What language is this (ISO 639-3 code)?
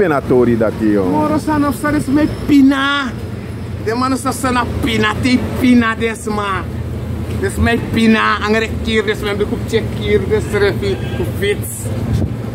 srn